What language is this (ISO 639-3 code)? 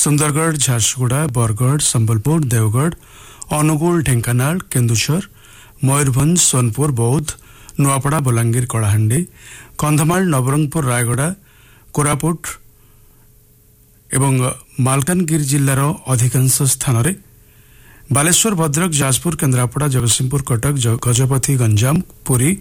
ori